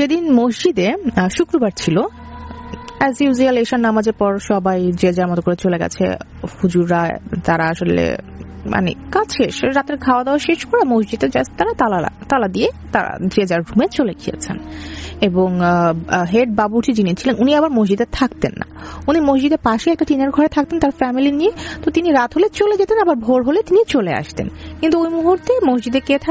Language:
Bangla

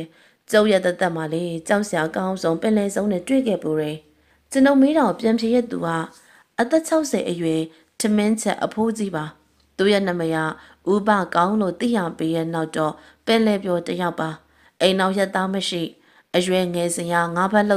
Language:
Burmese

